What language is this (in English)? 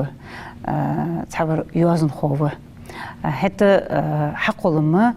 Ingush